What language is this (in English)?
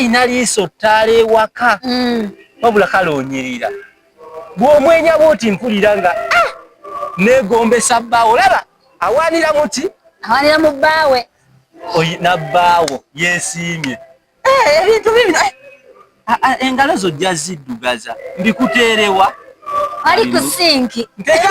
Ganda